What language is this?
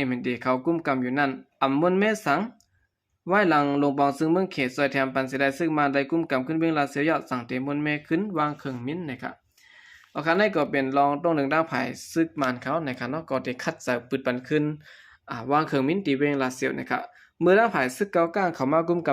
Shan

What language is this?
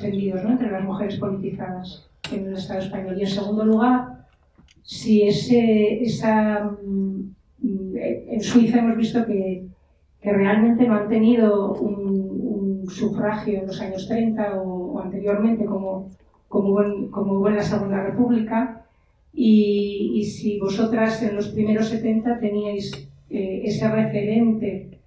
Spanish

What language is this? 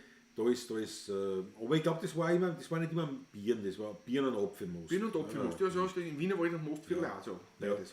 Bavarian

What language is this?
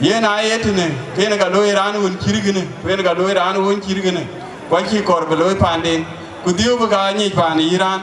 Dinka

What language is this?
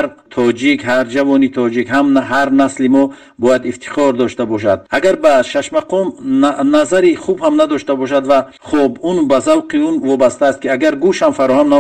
Tajik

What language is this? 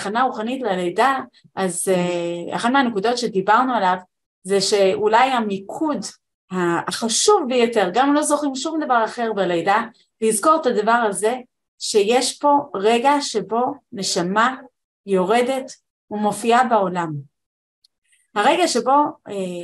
Hebrew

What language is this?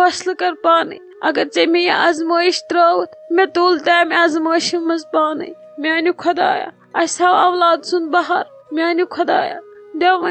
Kashmiri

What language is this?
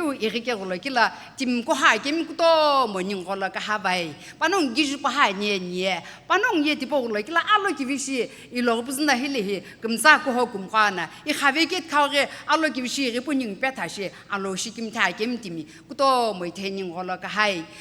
Sumi Naga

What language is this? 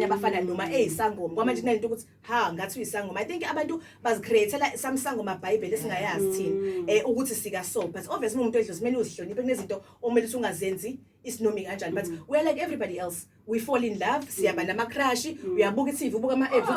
Zulu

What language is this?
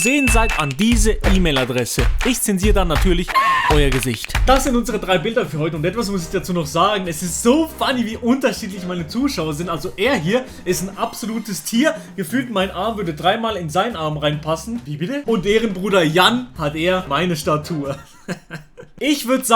Swiss German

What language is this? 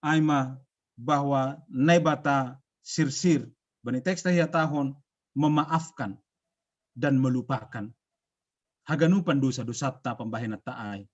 Batak Simalungun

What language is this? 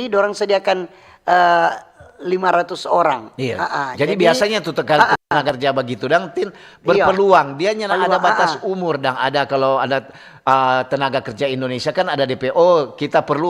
Manado Malay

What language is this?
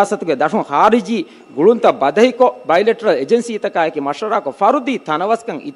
Divehi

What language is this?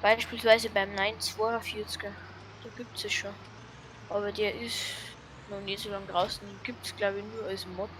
Bavarian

